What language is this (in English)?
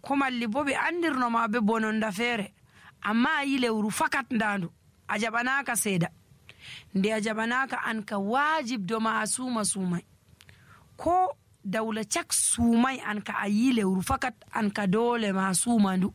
Nigerian Fulfulde